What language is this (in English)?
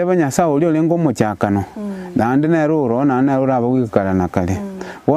Gusii